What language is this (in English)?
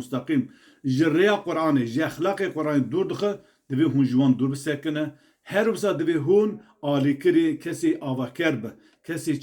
Kurdish